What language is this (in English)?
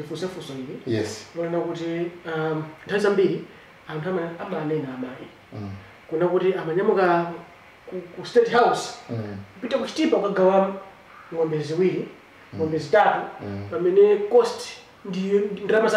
Nyanja